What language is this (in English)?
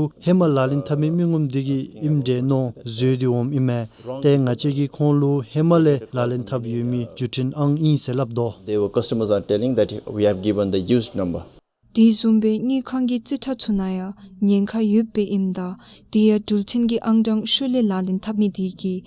Dzongkha